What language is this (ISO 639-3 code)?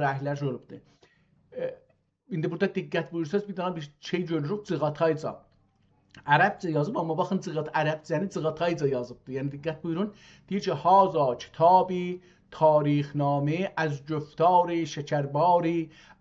azb